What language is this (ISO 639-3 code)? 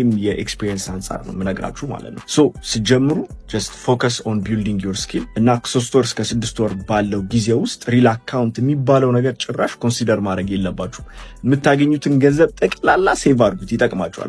amh